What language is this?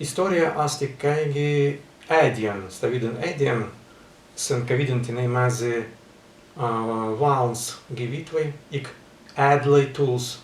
Prussian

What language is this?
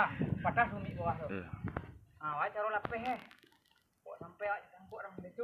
Minangkabau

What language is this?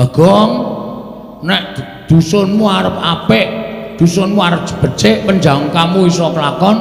Javanese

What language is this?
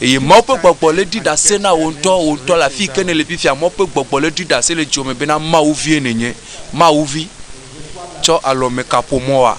Ewe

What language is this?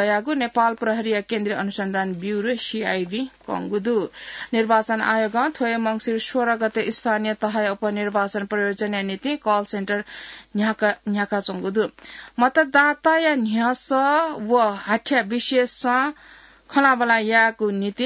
Newari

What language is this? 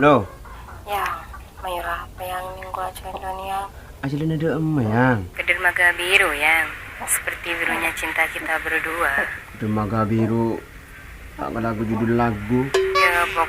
Madurese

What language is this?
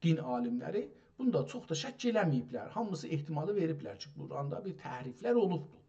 South Azerbaijani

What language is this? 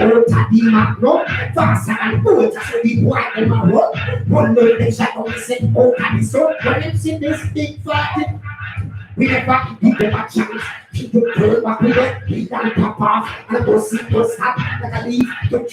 Jamaican Creole English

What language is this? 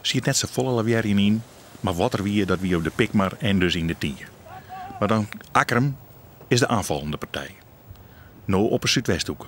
Western Frisian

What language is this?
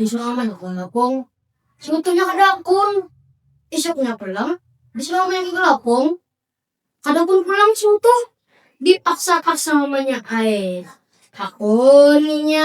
Banjar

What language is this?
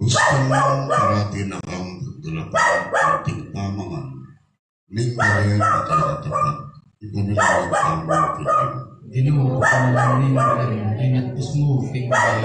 Pampanga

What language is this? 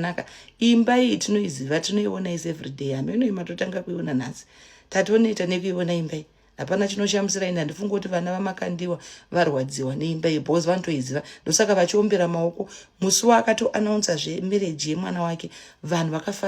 Shona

